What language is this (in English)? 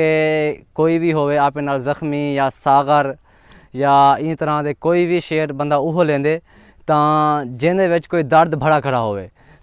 Saraiki